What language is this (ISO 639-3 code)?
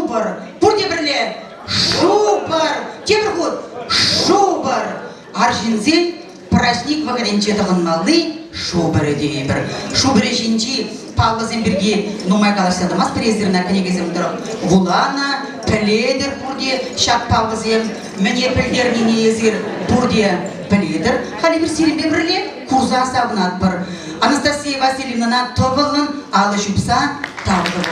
chv